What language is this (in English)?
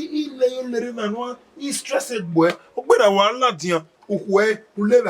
Bini